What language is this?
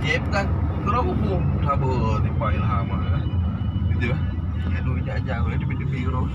Achinese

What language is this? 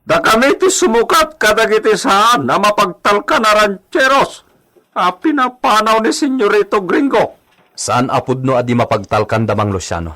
Iloko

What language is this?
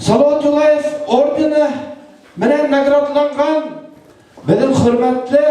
Bashkir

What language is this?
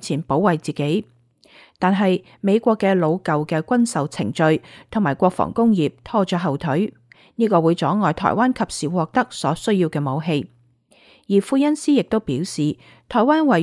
Cantonese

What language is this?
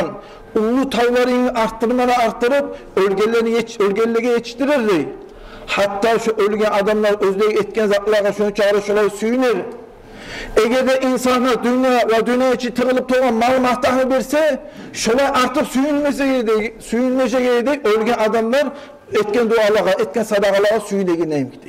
Kumyk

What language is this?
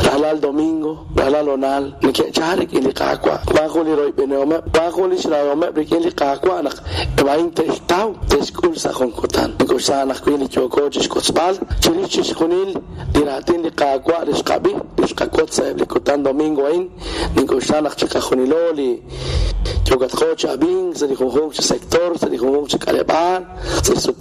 Kekchí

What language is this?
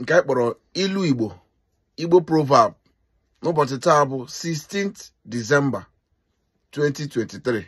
Igbo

